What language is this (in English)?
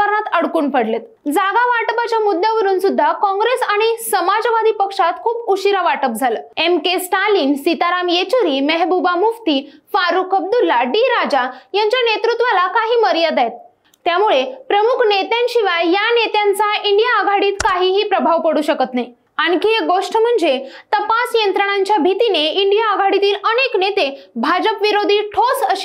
Marathi